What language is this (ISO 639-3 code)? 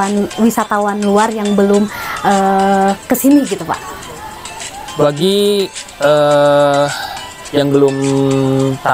ind